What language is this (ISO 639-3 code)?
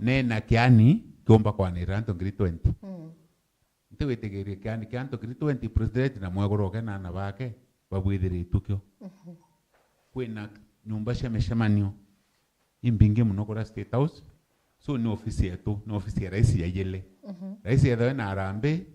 mer